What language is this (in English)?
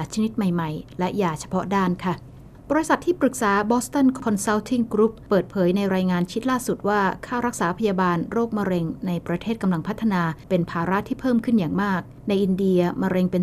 Thai